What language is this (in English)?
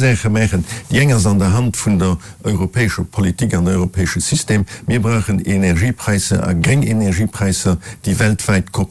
Luxembourgish